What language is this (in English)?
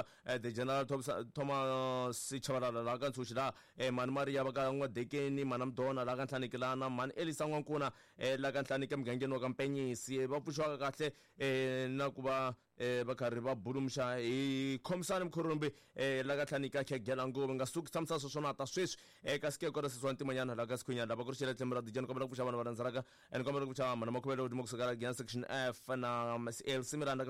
Tsonga